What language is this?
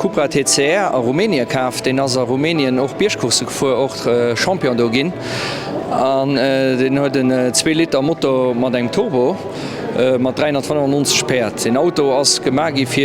Luxembourgish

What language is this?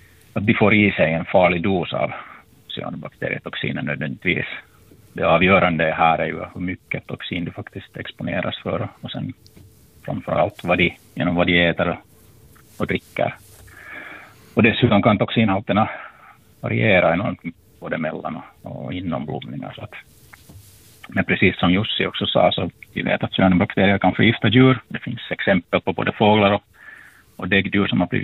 Swedish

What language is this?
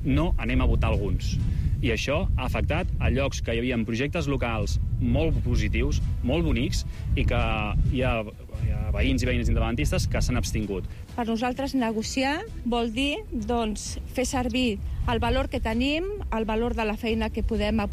Catalan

